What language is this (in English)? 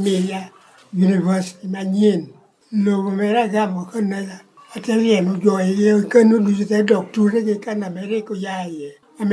Lango (Uganda)